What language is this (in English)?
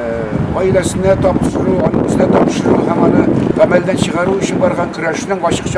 Tatar